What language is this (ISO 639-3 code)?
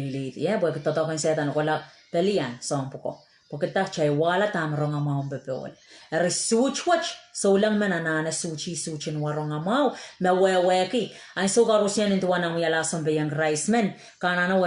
pon